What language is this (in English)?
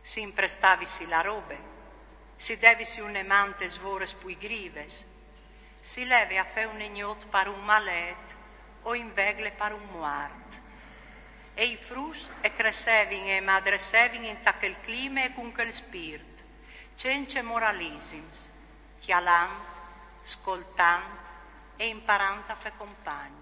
Friulian